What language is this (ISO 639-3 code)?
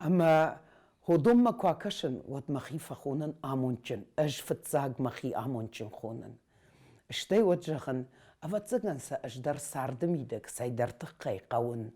oss